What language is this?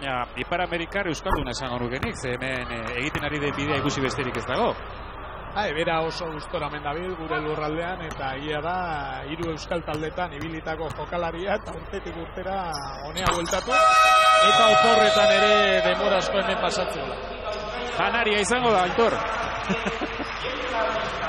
Basque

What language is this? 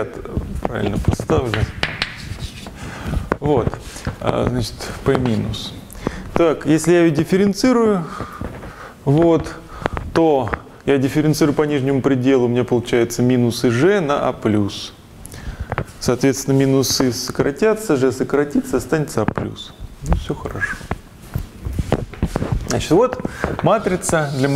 Russian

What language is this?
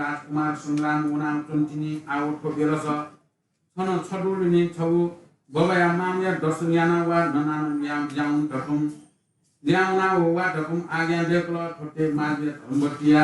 Newari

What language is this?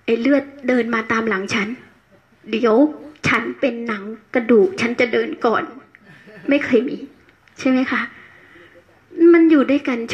Thai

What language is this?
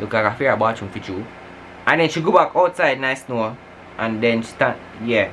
Jamaican Creole English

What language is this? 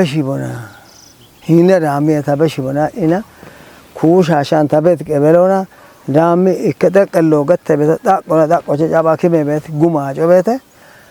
Kafa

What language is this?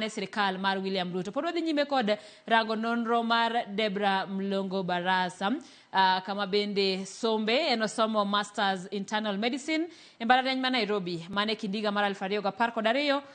Luo (Kenya and Tanzania)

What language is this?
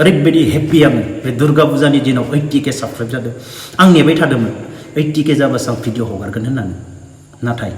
Bodo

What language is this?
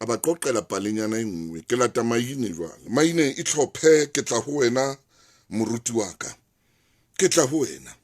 Southern Sotho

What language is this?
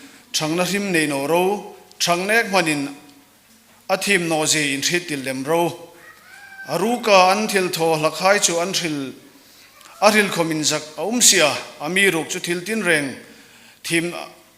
Hmar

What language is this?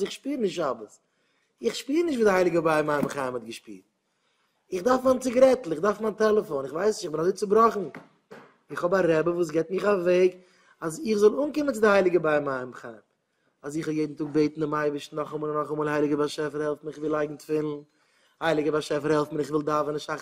Yiddish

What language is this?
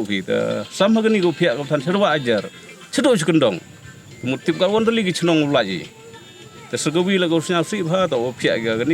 Pnar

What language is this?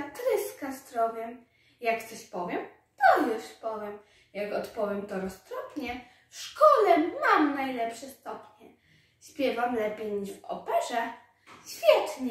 Polish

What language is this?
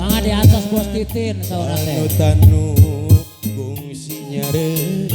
Sundanese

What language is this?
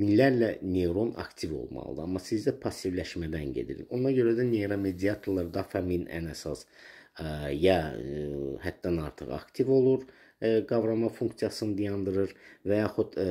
Azerbaijani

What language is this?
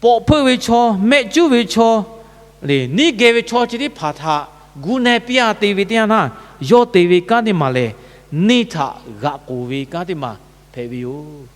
Lahu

